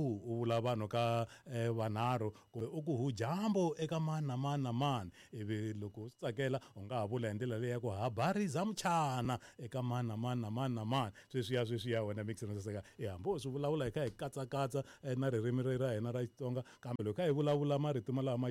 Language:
Tsonga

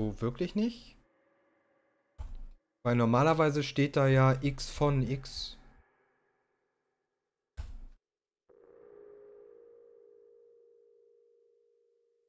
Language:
German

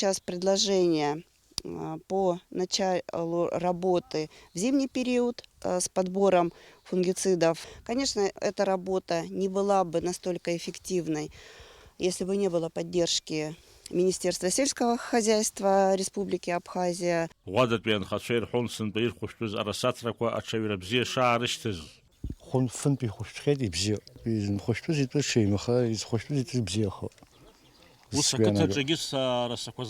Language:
Abkhazian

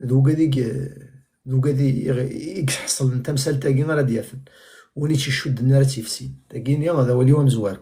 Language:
Kabyle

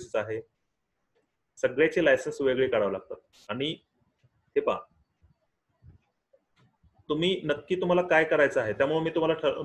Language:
Marathi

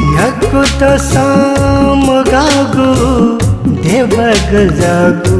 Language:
Newari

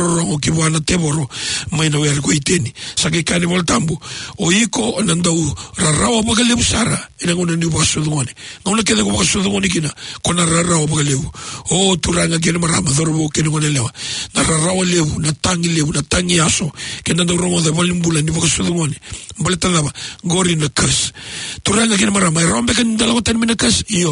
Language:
Fijian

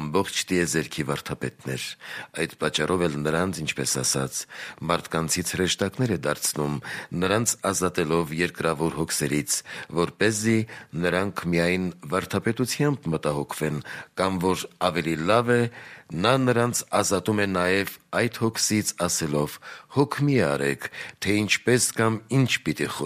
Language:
Armenian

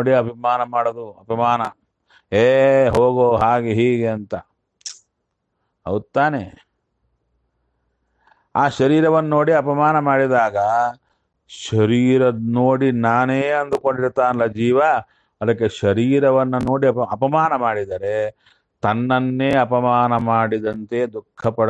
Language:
Kannada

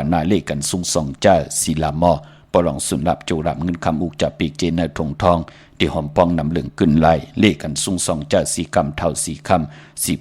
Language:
Shan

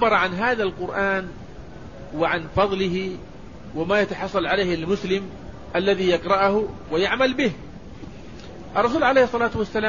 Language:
Arabic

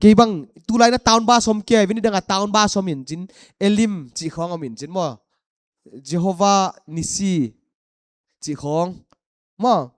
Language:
Paite Chin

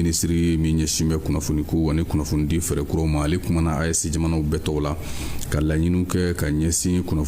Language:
Bambara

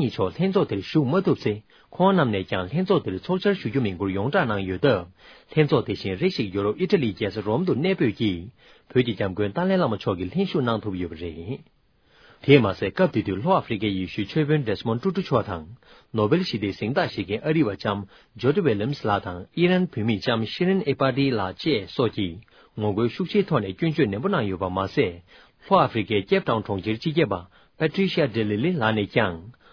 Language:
Tibetan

